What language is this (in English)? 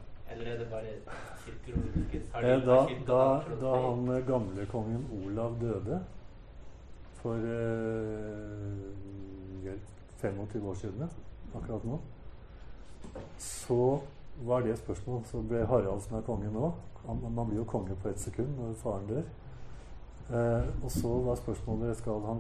Norwegian